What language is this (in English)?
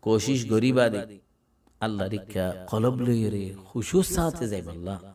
Rohingya